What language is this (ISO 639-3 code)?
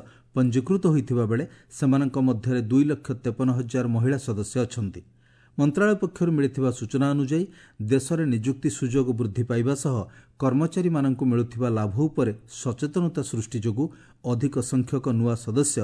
ori